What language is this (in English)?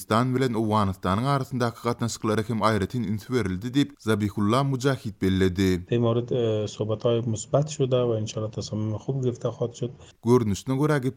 Turkmen